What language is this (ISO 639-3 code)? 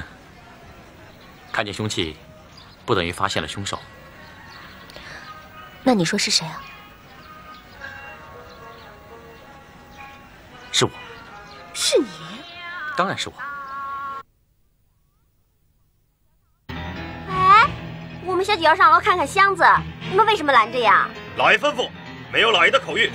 zho